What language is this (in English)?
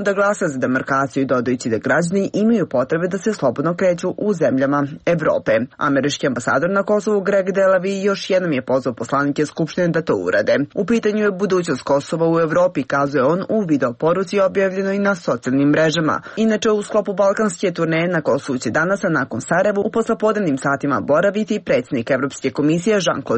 Serbian